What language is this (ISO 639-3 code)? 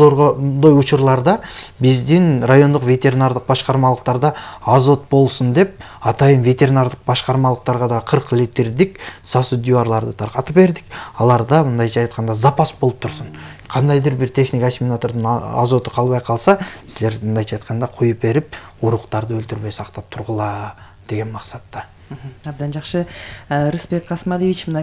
kir